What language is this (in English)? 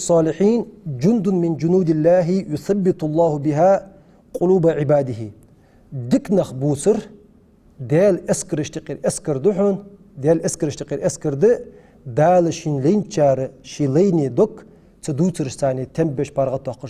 Ingush